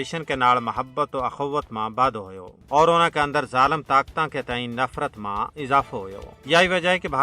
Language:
Gujari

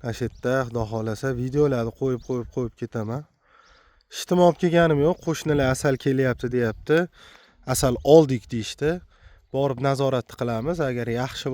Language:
Uzbek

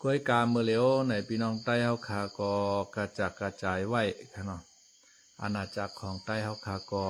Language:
Shan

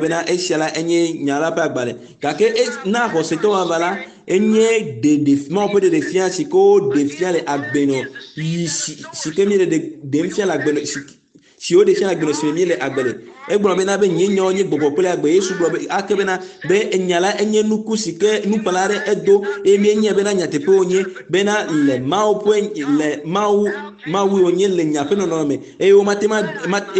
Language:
Ewe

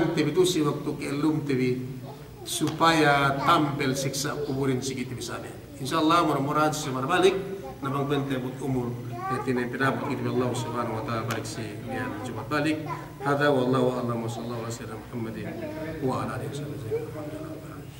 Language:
Yakan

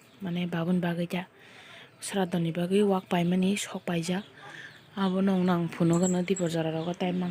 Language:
Kok Borok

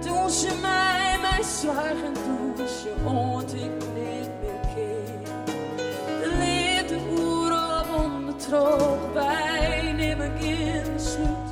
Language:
Western Frisian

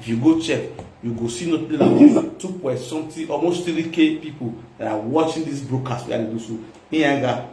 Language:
Nigerian Pidgin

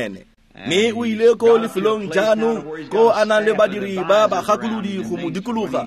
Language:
Tswana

